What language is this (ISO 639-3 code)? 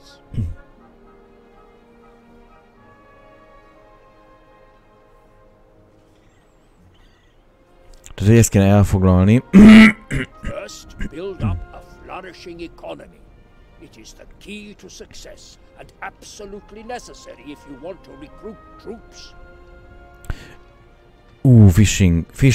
hun